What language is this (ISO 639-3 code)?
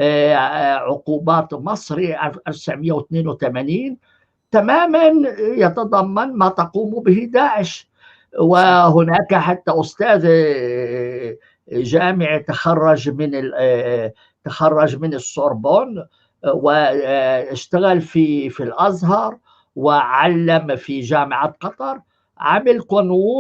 apc